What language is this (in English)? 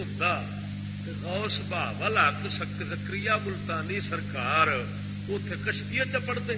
Saraiki